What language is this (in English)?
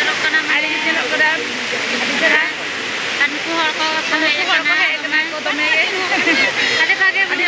Santali